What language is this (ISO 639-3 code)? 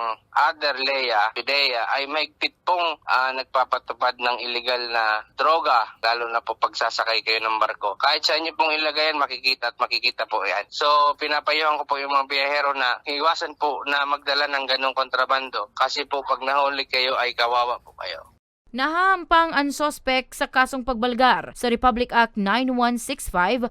bik